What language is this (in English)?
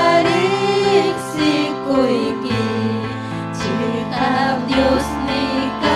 Ayacucho Quechua